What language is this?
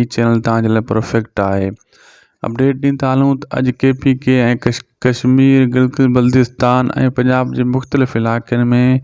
Sindhi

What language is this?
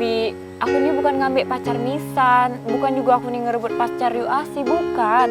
Musi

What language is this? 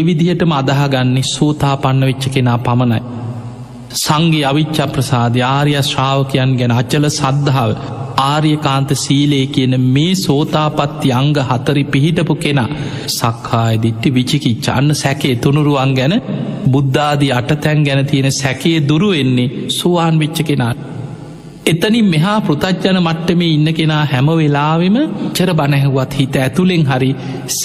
Sinhala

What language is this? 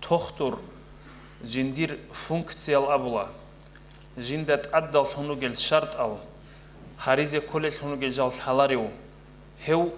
Avaric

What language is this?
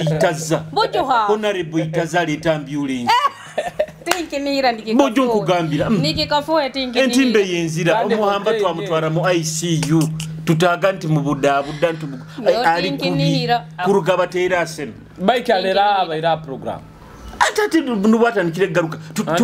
Nyoro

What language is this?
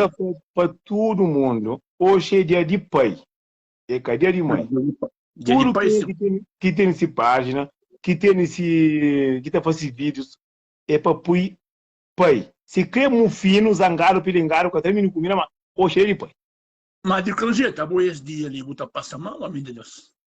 Kabuverdianu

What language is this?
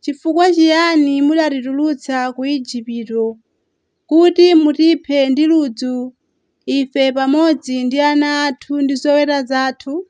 Nyanja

